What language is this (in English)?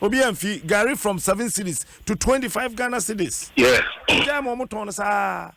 Akan